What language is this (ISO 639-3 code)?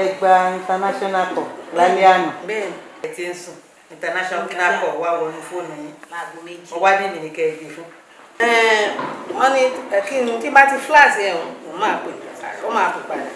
yor